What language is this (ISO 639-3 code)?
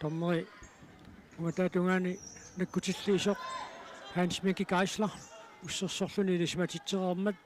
kal